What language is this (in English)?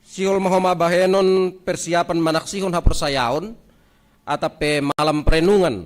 Batak Simalungun